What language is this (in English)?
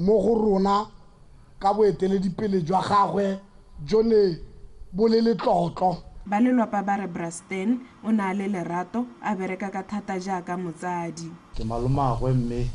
Tswana